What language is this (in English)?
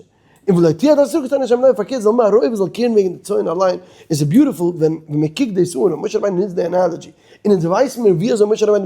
Yiddish